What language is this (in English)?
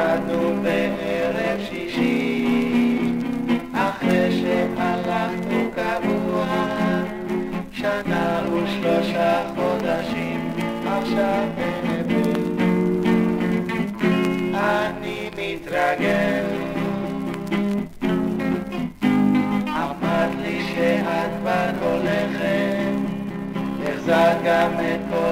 Hebrew